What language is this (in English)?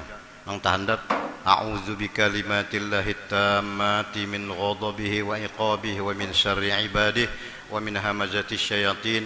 Banjar